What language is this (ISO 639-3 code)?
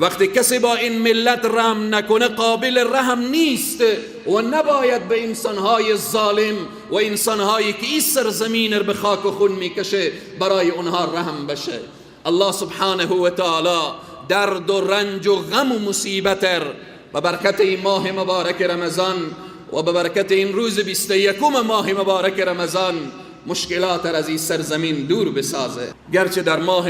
fas